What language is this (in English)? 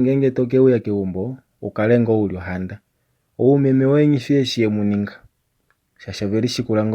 Kuanyama